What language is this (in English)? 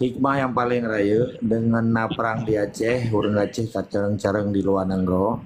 Achinese